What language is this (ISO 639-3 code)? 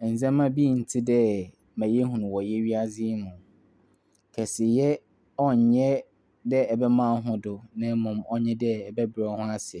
aka